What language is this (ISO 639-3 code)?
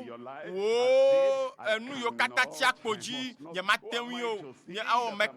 ewe